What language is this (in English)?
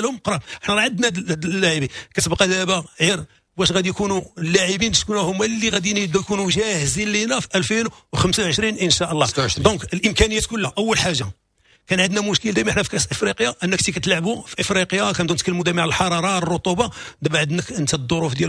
Moroccan Arabic